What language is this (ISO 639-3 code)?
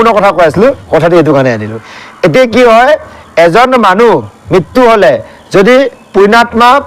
asm